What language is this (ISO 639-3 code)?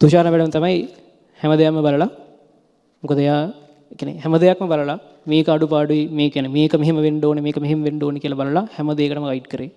sin